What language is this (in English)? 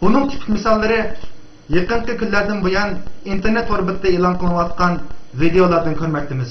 Uyghur